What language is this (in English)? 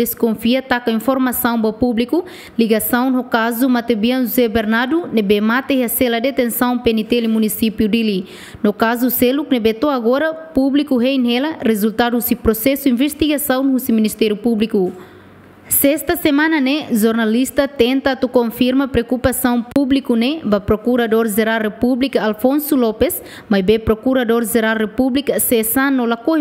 Tetum